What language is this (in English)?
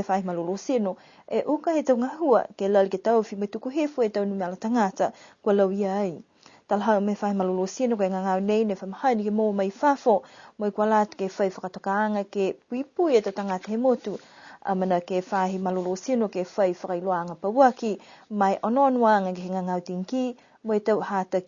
Niuean